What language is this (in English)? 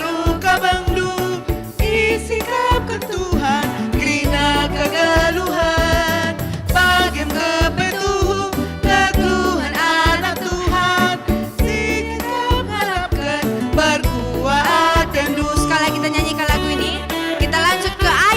Batak Karo